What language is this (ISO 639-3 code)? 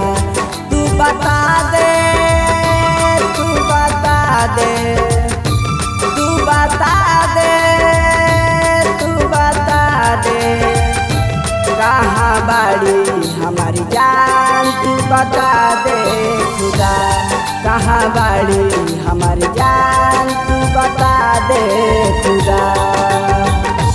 bho